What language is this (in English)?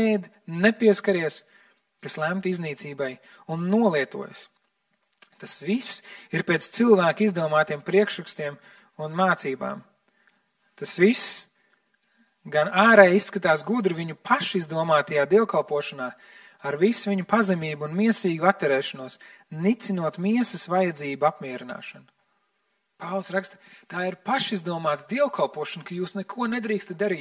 Latvian